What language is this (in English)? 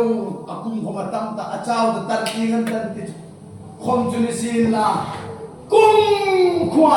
Hmar